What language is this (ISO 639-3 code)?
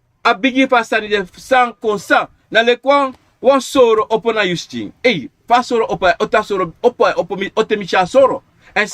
srn